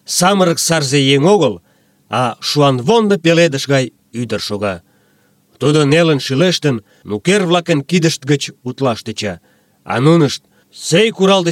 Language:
Mari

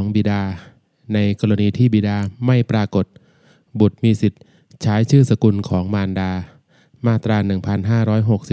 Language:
Thai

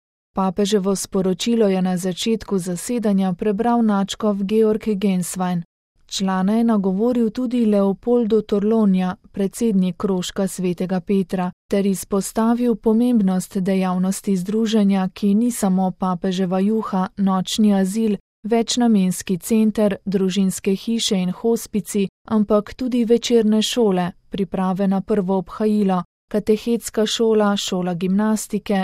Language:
Slovenian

